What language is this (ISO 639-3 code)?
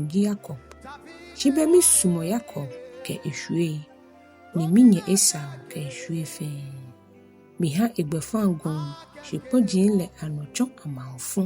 gaa